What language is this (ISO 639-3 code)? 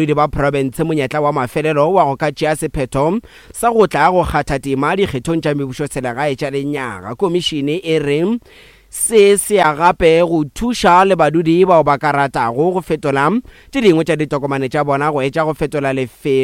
nso